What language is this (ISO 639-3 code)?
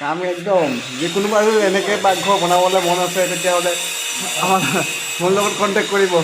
asm